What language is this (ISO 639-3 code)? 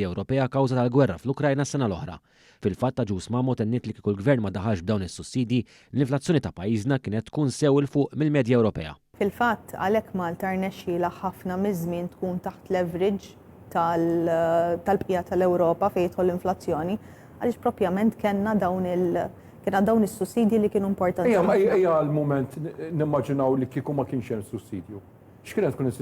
mlt